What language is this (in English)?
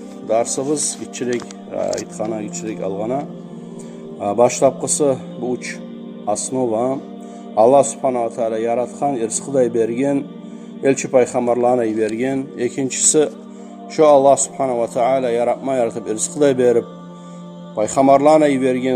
Kumyk